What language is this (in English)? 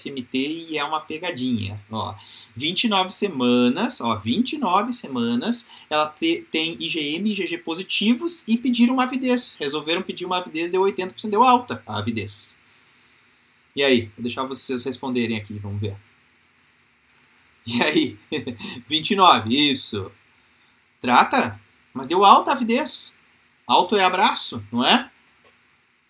Portuguese